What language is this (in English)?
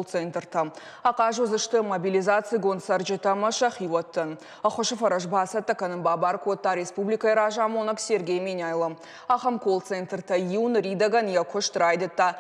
Ossetic